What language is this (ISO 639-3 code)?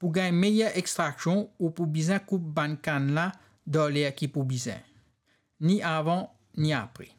mfe